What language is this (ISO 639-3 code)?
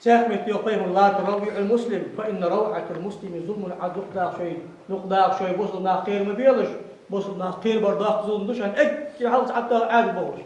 inh